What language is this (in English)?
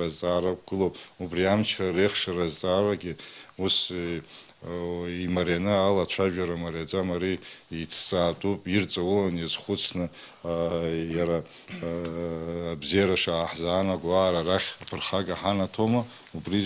Abkhazian